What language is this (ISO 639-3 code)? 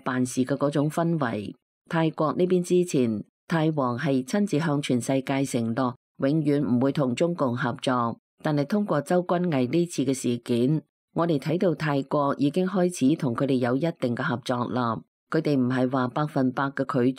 yue